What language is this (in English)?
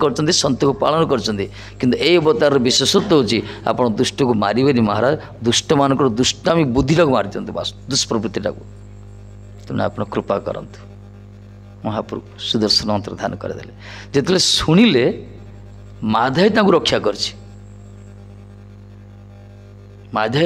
Odia